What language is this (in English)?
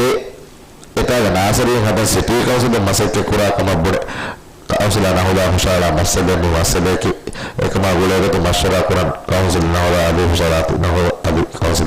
Divehi